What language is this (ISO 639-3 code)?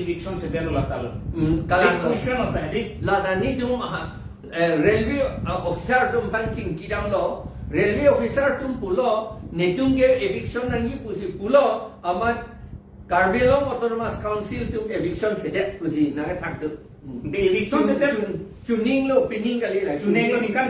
mjw